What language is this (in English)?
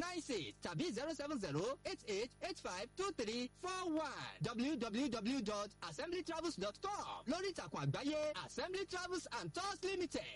Yoruba